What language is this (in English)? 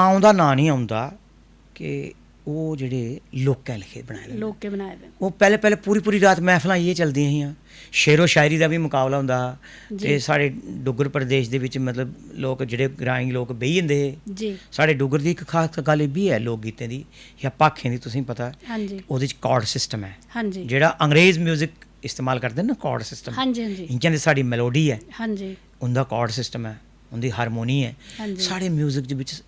Dogri